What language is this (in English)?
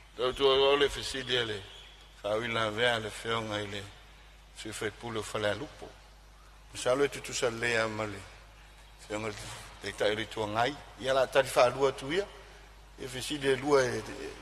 Samoan